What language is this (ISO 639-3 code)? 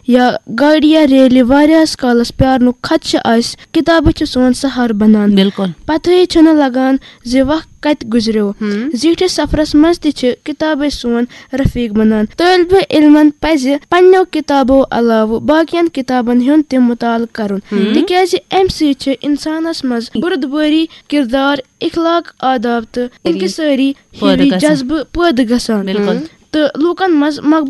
kas